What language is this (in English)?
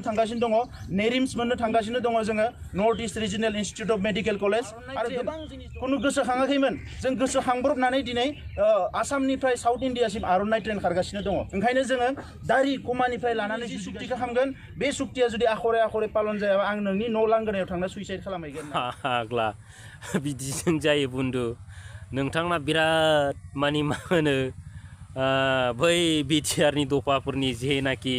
Bodo